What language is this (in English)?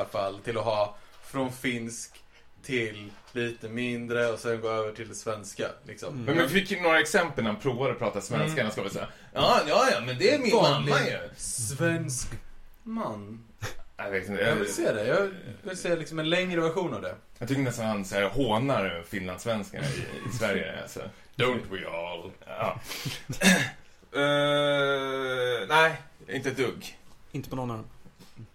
Swedish